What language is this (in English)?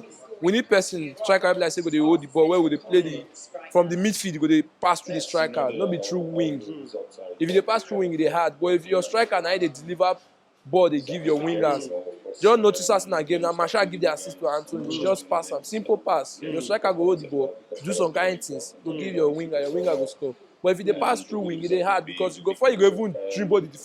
Nigerian Pidgin